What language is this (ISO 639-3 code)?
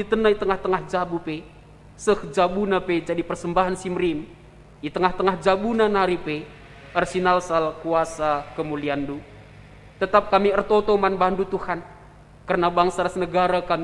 btx